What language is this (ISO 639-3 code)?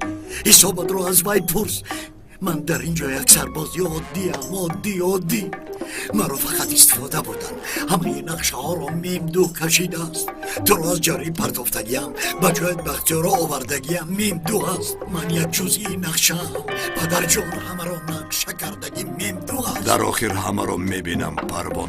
tgk